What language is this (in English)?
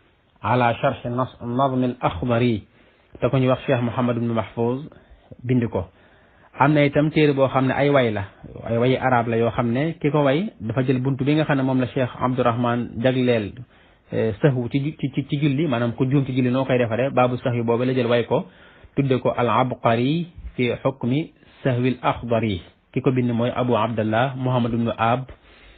Wolof